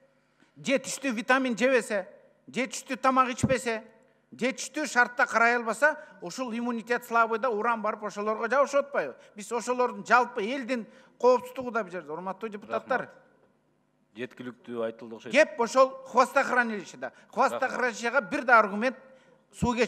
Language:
Kyrgyz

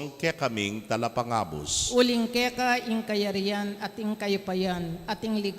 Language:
Pampanga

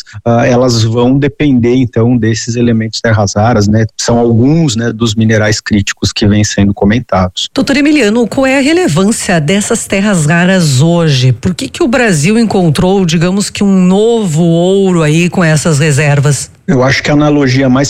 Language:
Portuguese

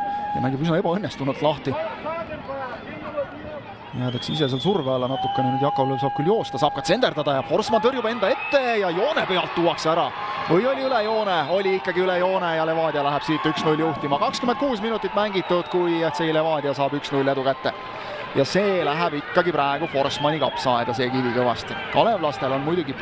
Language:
Estonian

